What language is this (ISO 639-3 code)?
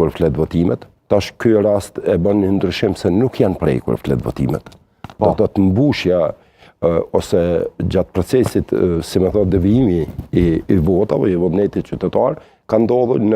sqi